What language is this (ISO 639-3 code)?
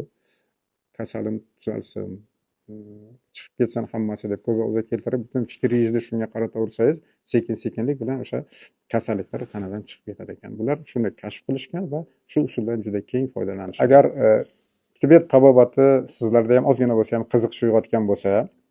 uzb